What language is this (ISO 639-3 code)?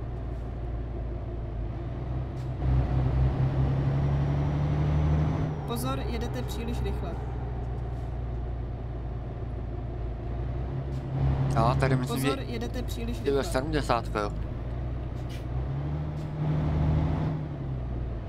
ces